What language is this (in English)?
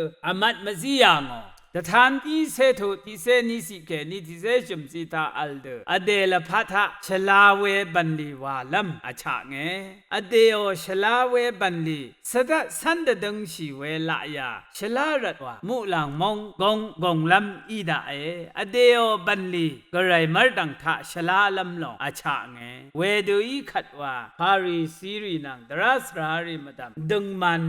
Rawang